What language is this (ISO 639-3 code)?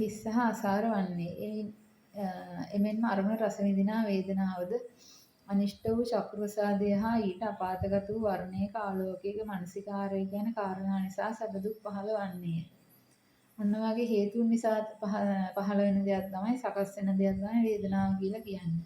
sin